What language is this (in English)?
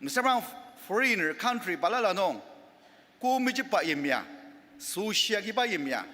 Ao Naga